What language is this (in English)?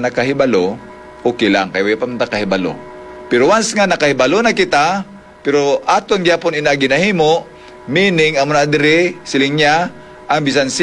Hiligaynon